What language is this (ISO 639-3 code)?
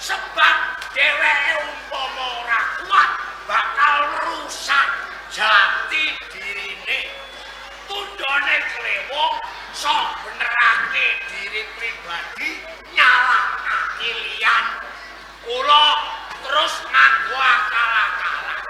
jav